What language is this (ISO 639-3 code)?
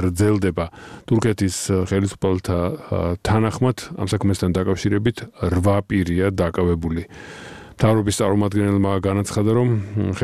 kat